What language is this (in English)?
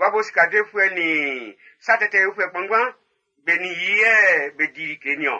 Baoulé